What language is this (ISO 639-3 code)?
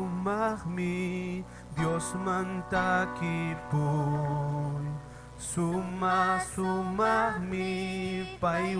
quy